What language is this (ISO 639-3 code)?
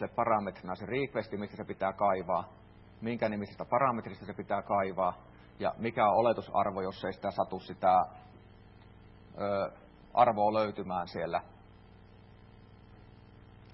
fin